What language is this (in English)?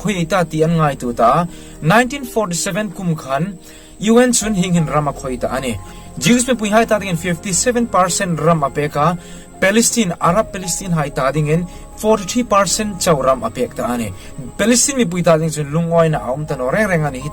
Hmar